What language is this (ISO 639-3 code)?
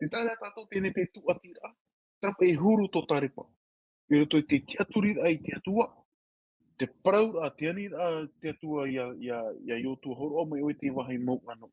tah